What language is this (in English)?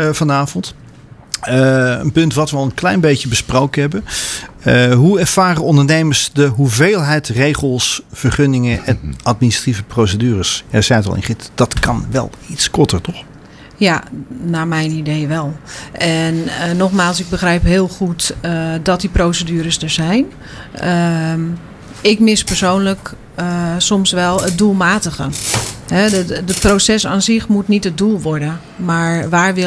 Dutch